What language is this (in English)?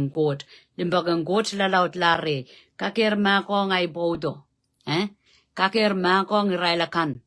Pohnpeian